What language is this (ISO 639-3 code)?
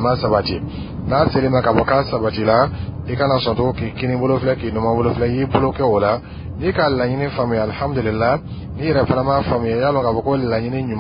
dyu